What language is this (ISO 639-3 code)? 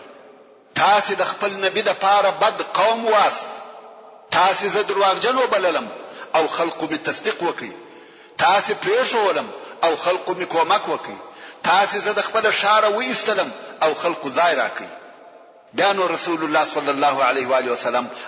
pus